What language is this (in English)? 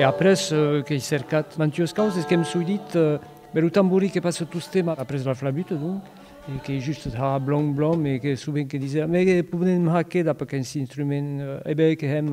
Occitan